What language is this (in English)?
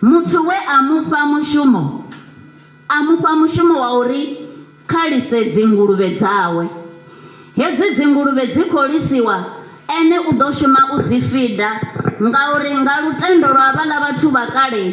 Venda